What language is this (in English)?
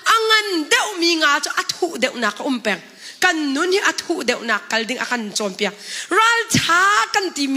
Hakha Chin